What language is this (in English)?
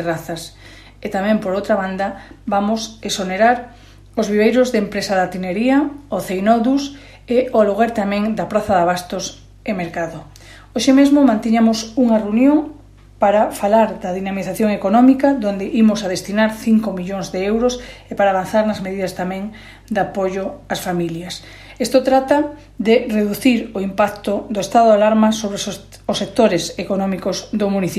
Galician